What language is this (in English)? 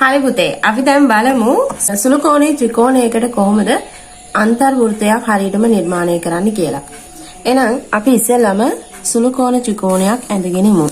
Sinhala